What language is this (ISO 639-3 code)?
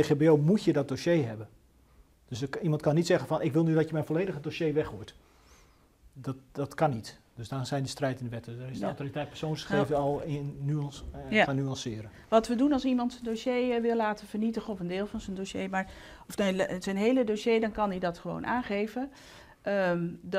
nld